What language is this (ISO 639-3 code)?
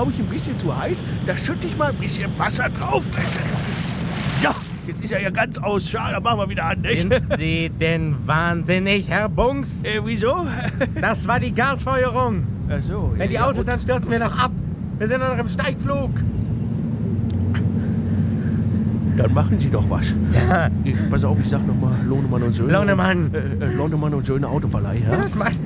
deu